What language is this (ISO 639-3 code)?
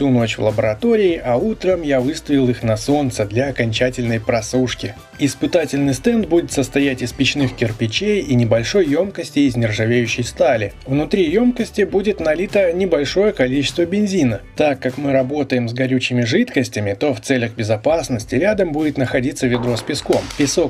rus